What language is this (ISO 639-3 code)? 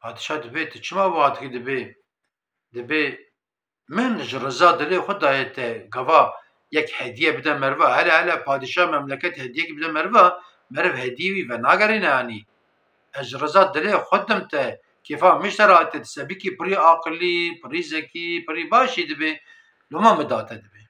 kur